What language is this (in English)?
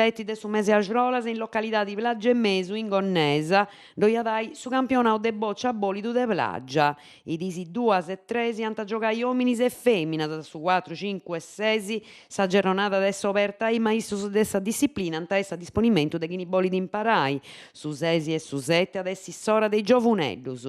Sardinian